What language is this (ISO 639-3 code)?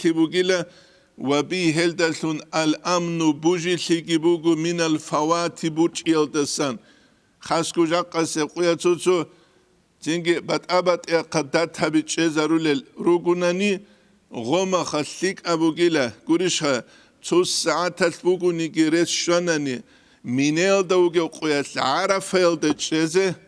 ava